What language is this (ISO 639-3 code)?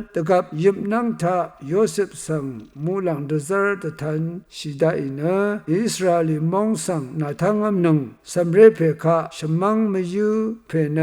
raw